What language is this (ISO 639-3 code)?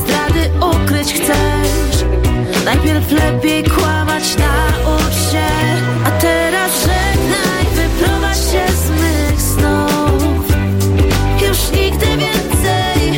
pol